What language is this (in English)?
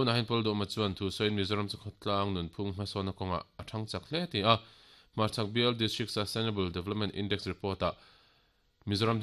Mizo